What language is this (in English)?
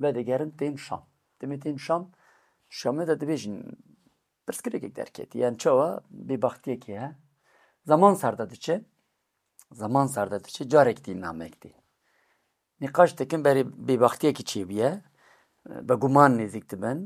Kurdish